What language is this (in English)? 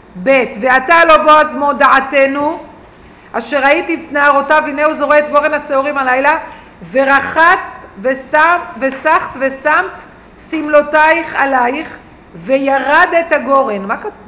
Hebrew